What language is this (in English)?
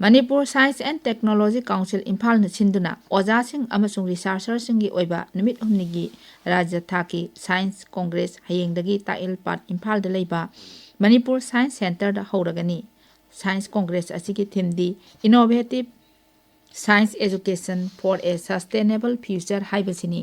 Manipuri